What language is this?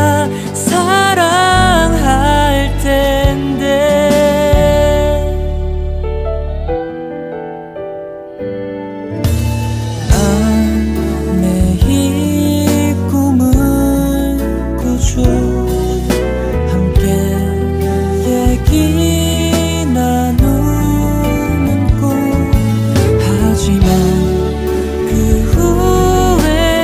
Korean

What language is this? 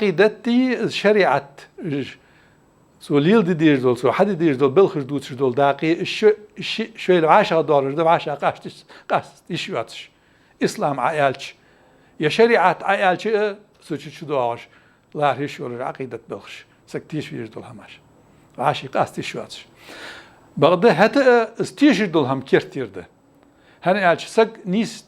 Ingush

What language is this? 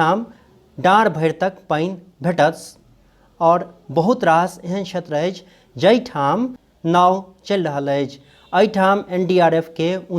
Maithili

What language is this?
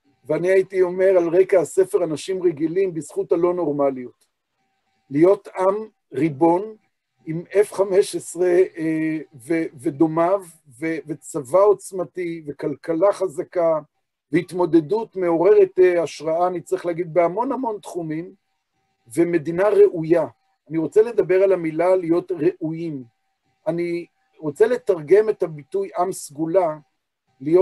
Hebrew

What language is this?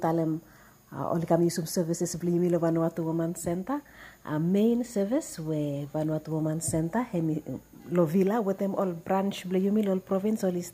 Bislama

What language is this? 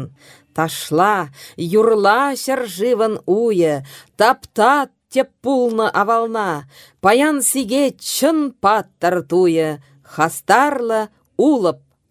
Chuvash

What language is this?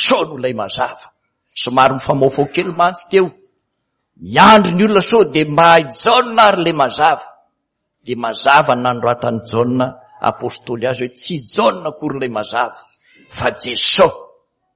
Malagasy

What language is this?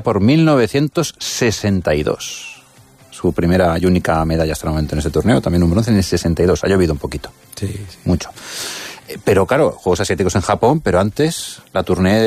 Spanish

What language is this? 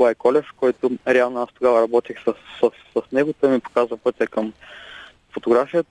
Bulgarian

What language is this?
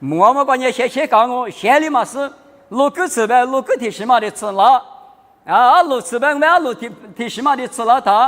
Lisu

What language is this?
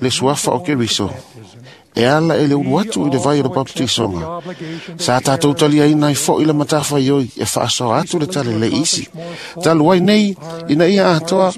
Samoan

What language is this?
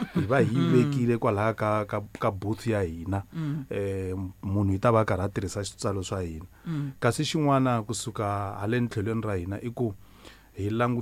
Tsonga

